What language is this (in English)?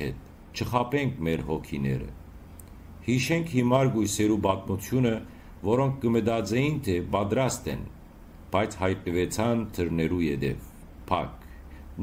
Western Armenian